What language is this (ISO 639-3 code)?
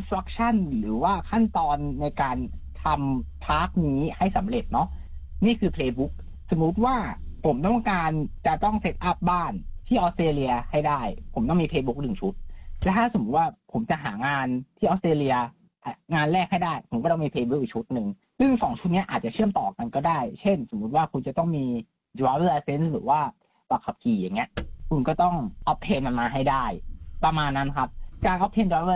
tha